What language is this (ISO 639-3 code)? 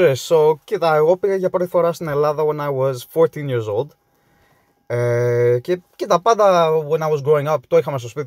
ell